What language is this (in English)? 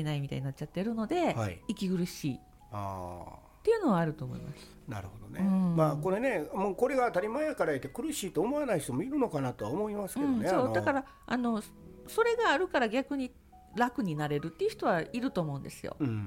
Japanese